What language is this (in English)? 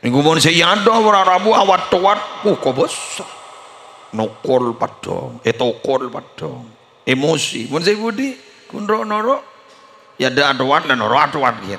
Madurese